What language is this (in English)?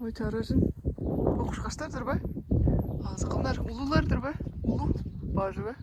Tuvinian